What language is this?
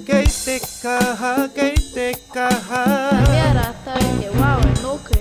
Māori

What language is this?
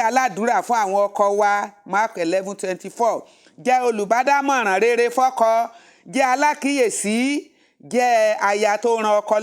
Yoruba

